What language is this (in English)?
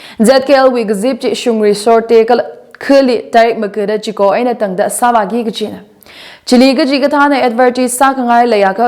Tangkhul Naga (India)